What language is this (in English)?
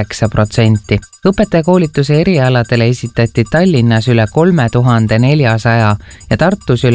Estonian